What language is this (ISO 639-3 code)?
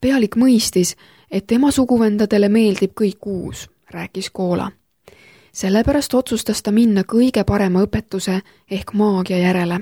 est